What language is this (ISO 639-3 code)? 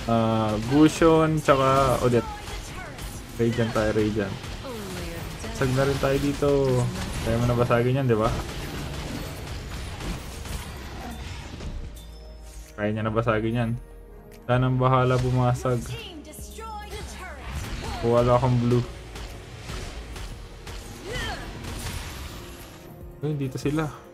fil